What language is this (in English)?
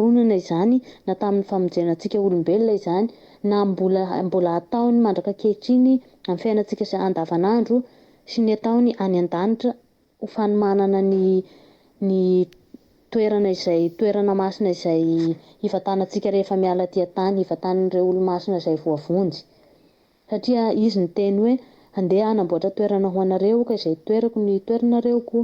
Malagasy